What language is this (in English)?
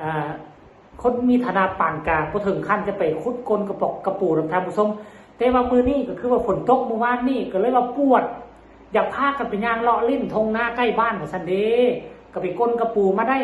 Northeastern Thai